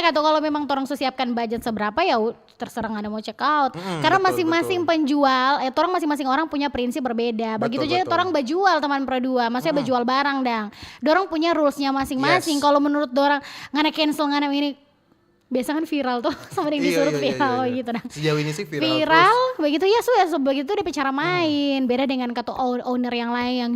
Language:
Manado Malay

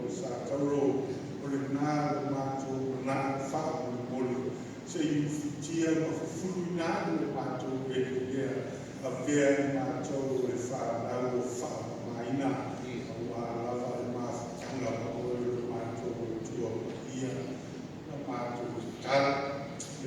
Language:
Samoan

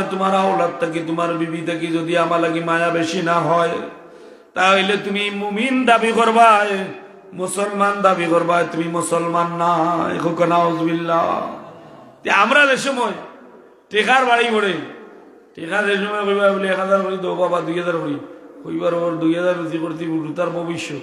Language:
Sylheti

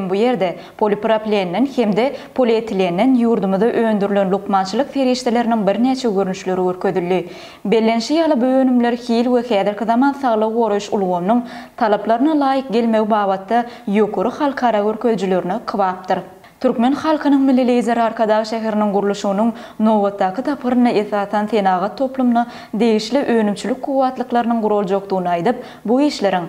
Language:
Turkmen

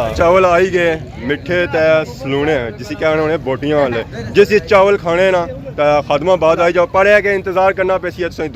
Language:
Pahari-Potwari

